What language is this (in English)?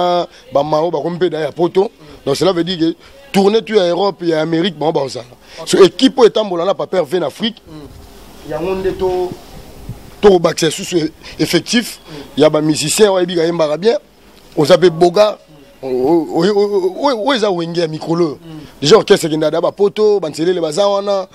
Lingala